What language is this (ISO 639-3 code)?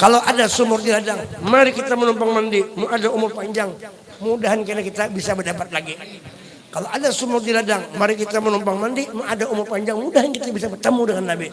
bjn